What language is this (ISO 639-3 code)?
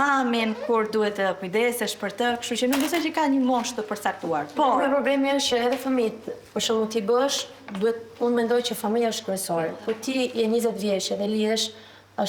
sqi